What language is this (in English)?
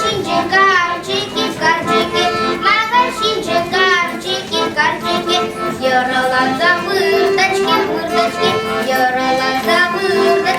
Chuvash